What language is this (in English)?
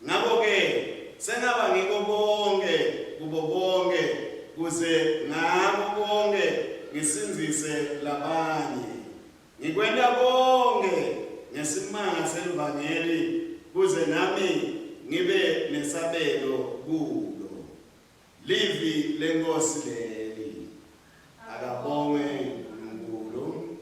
Swati